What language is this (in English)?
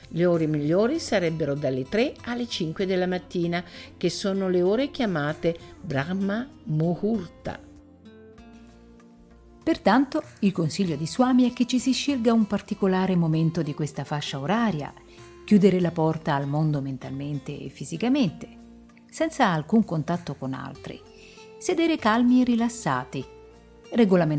Italian